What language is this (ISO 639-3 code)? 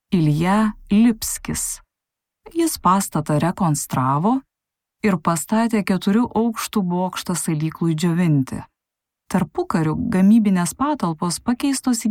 lit